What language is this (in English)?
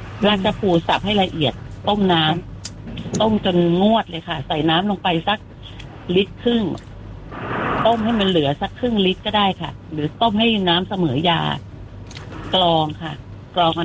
Thai